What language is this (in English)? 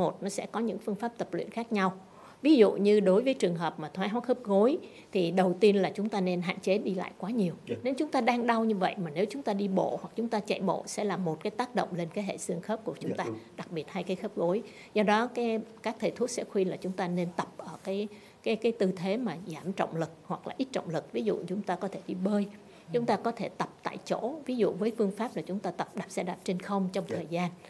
Vietnamese